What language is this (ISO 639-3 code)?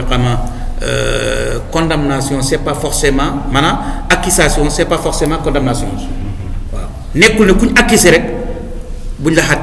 wol